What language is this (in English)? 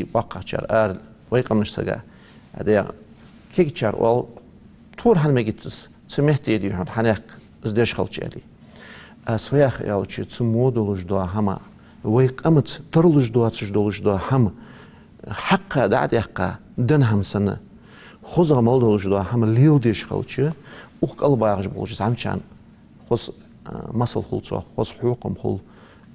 Ingush